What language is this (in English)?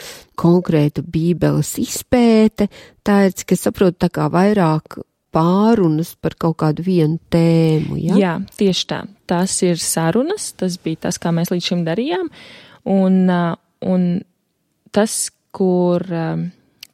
Latvian